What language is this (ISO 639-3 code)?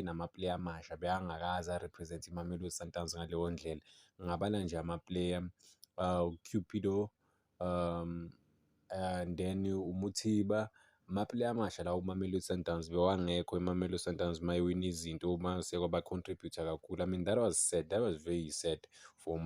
zul